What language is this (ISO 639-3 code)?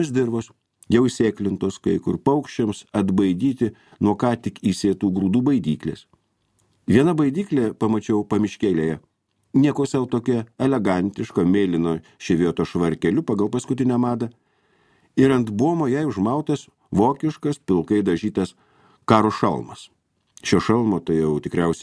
lit